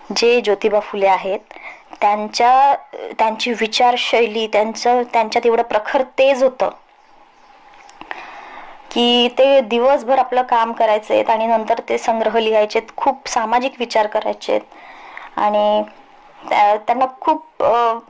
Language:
Marathi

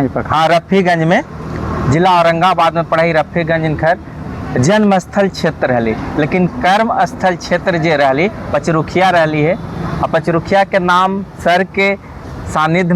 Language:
Magahi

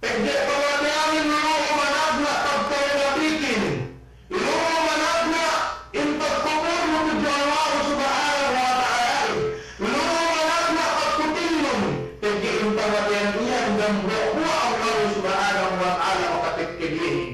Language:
Yakan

